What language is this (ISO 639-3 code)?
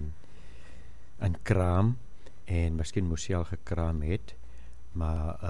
afr